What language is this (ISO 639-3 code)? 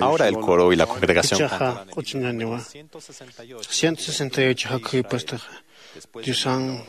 aym